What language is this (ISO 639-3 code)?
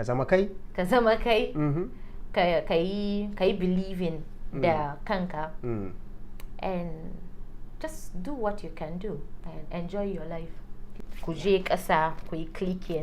hau